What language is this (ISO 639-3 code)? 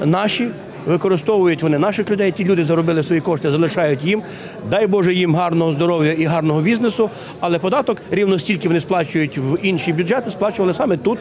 ukr